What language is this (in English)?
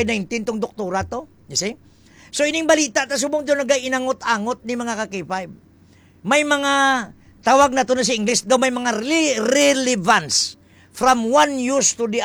Hiligaynon